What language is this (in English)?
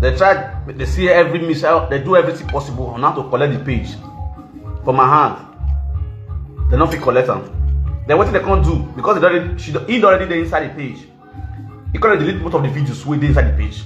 Nigerian Pidgin